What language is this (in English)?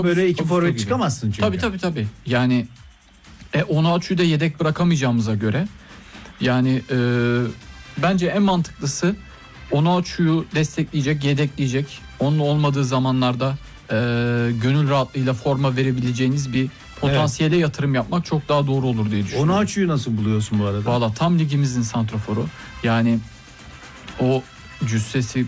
Turkish